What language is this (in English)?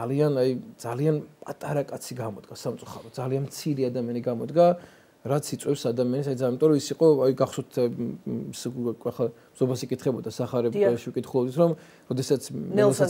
Georgian